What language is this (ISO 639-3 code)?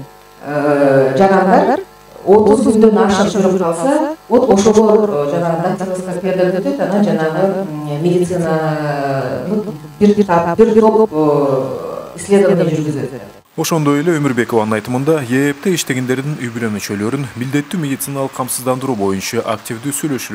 kir